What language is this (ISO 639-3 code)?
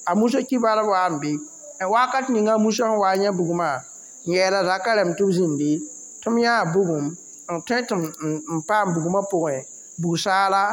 mos